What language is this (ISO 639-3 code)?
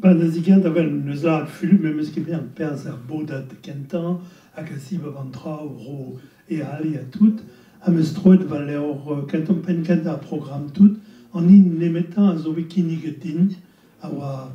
bre